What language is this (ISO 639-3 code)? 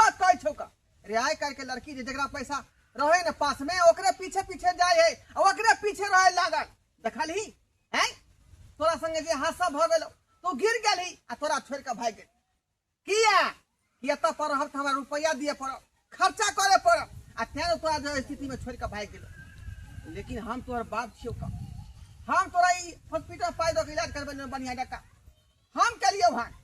mai